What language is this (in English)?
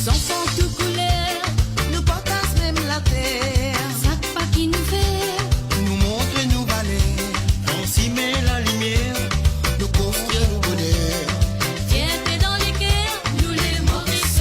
Morisyen